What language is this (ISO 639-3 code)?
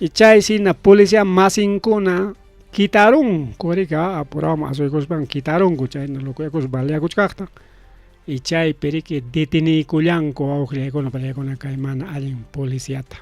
quy